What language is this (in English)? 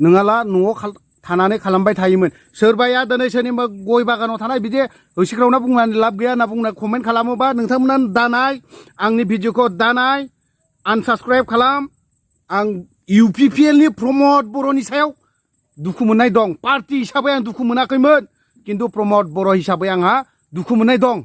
Bodo